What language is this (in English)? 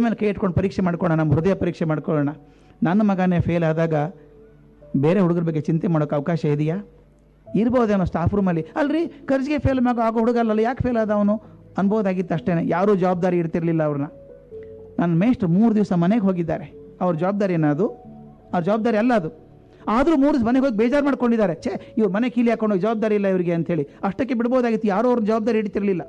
Kannada